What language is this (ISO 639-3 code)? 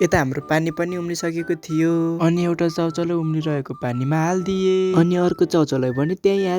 nep